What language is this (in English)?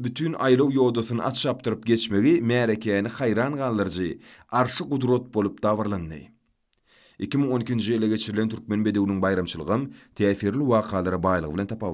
Turkmen